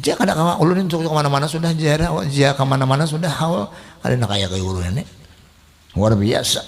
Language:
Banjar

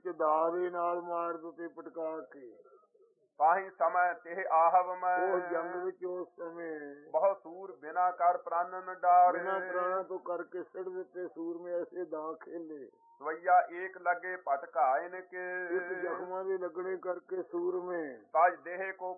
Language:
Punjabi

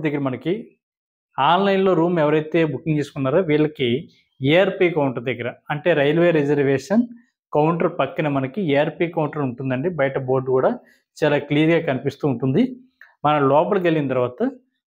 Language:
Telugu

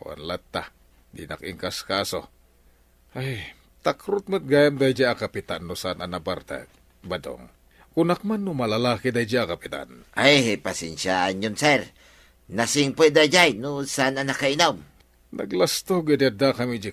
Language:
Iloko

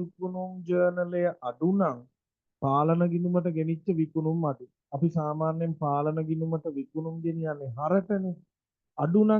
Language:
Sinhala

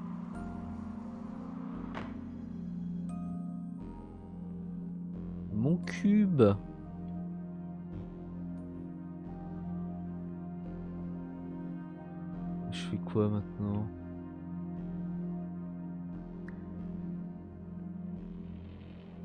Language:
French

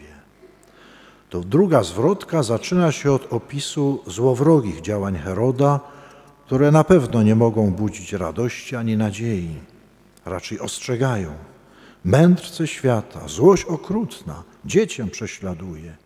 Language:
Polish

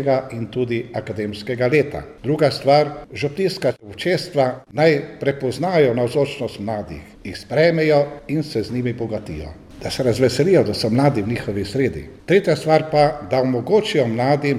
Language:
Slovenian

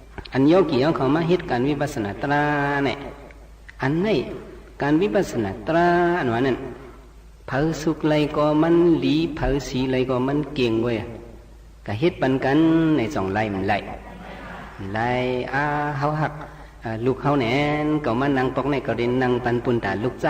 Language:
Shan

